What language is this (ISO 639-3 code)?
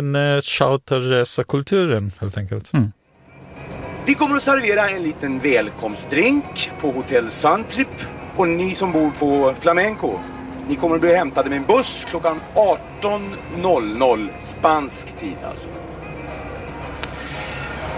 swe